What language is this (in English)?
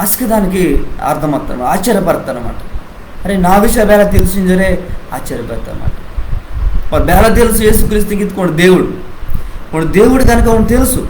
Koya